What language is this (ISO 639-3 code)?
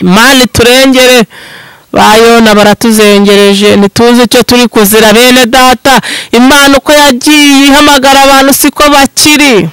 kin